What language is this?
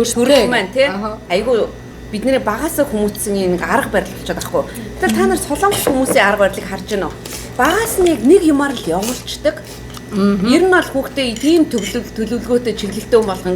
Mongolian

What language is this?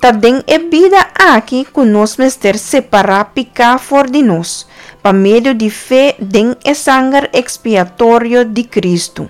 Papiamento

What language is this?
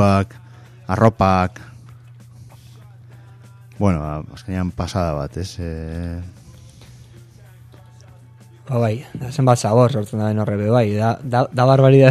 Basque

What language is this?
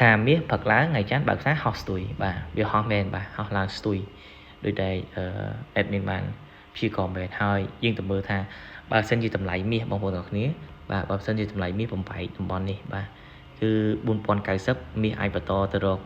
Khmer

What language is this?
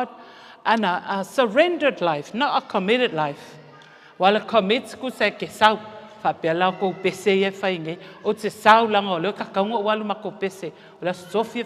Samoan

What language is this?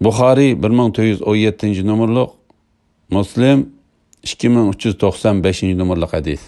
Uyghur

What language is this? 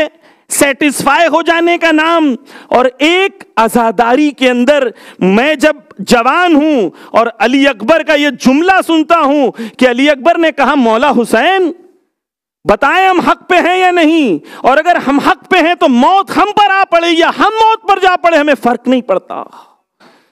Urdu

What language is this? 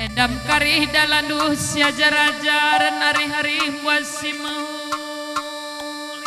Batak Karo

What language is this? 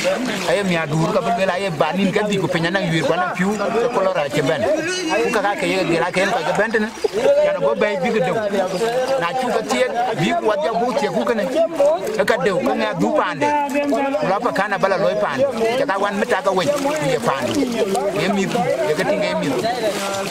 Dinka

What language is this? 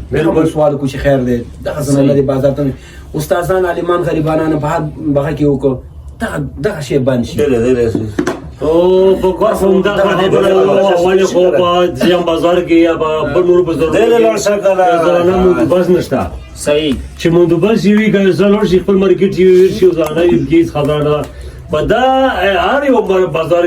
Pashto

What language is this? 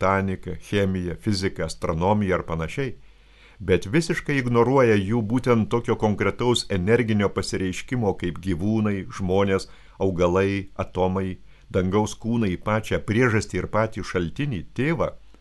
Lithuanian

